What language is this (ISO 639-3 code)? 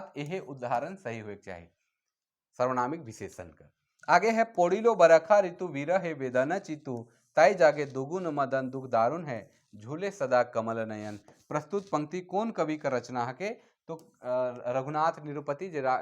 sck